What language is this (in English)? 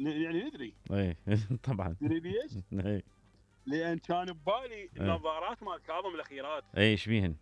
Mesopotamian Arabic